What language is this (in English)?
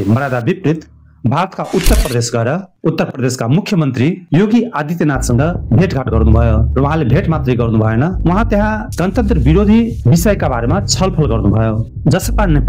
Nepali